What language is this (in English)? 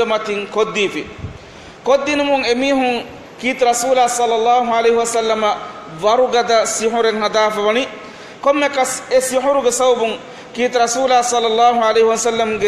Divehi